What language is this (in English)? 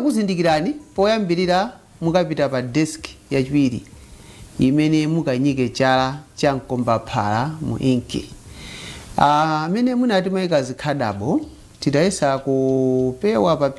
Nyanja